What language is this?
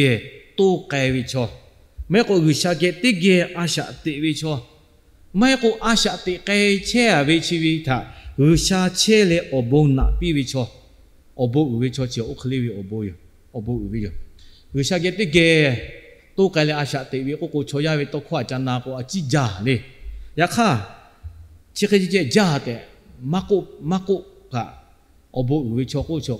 Lahu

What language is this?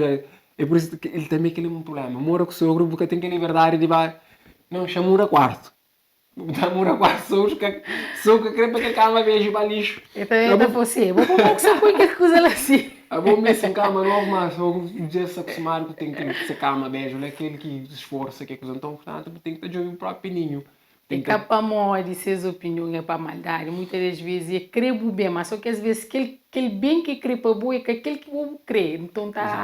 Kabuverdianu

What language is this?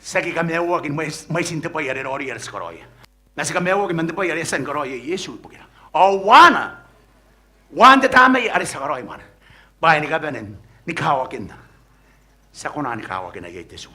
Gilbertese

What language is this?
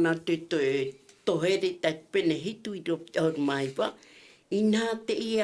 Tahitian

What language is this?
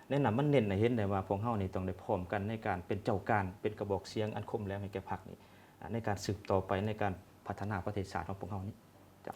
Lao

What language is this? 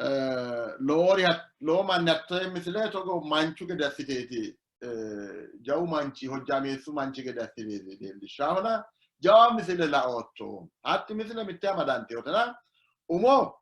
Sidamo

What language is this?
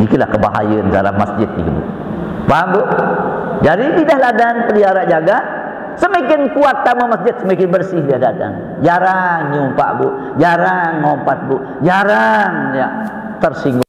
Sasak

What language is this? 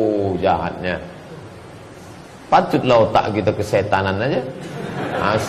Indonesian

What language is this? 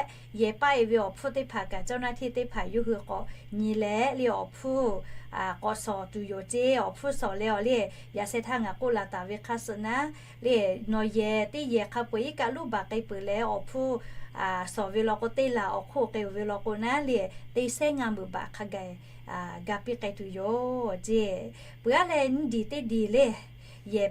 Lahu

